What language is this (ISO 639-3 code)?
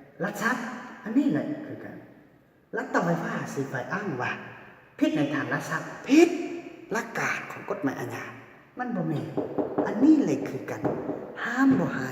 lao